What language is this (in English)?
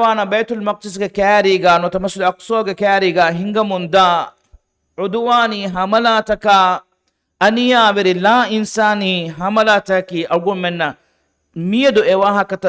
Divehi